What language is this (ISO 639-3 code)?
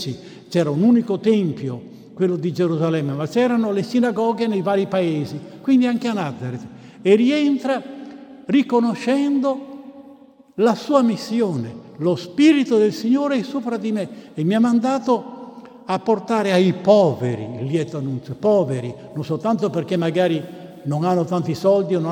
ita